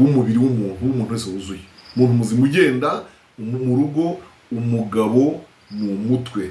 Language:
Kinyarwanda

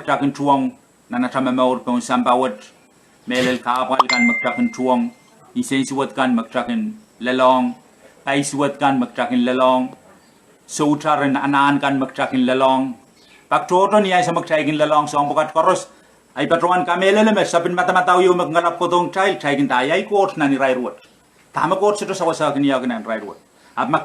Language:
Pohnpeian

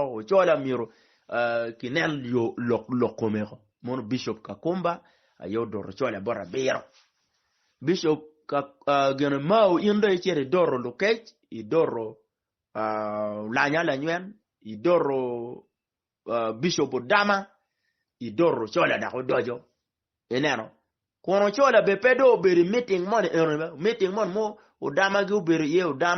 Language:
Acoli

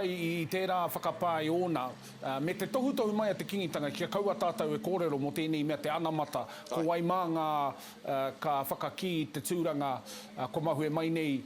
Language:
Māori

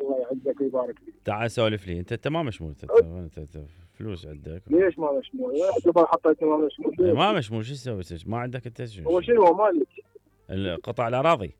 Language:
Mesopotamian Arabic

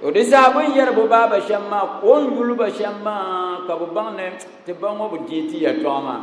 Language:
Dagbani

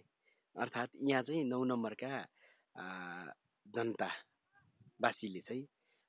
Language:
Nepali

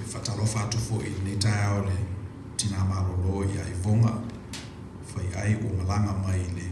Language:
Samoan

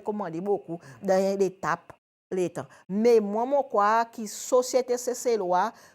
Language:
Seselwa Creole French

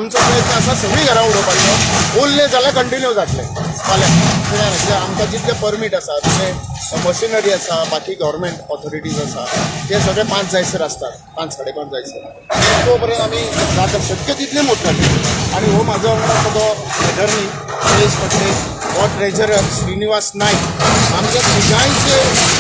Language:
Konkani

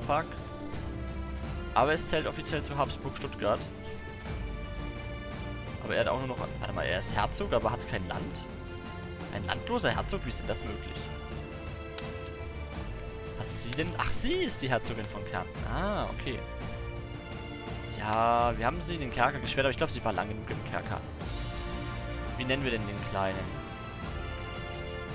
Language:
German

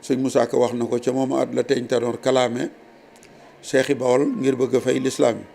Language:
Wolof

